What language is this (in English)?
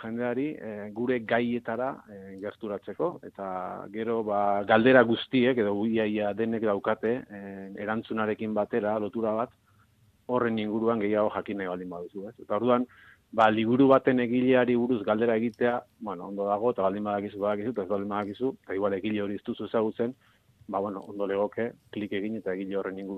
Basque